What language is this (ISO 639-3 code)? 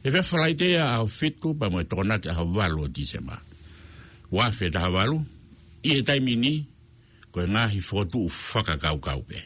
ton